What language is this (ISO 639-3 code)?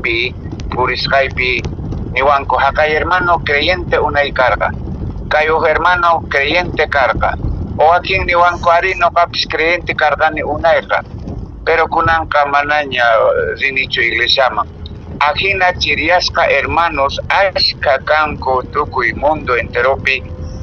que